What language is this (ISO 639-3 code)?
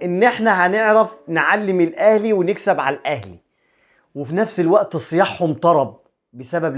arz